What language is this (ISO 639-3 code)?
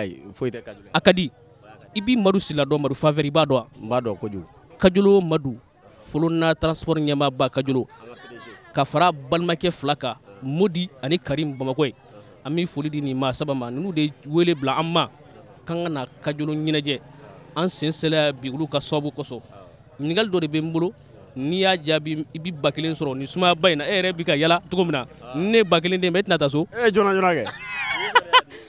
bam